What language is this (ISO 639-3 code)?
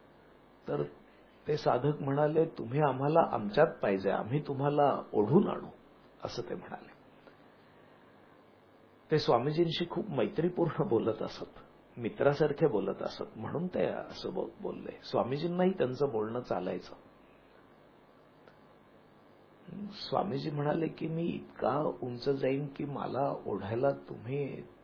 mar